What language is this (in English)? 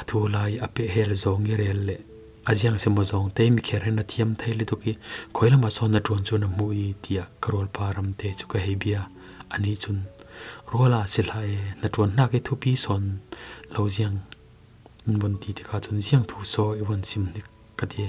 Falam Chin